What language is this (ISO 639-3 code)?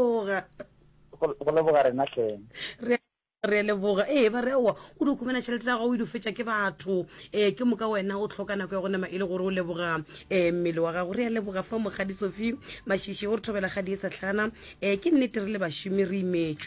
nso